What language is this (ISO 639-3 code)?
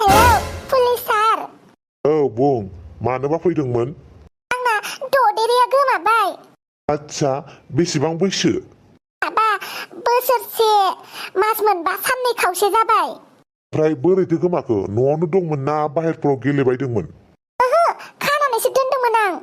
brx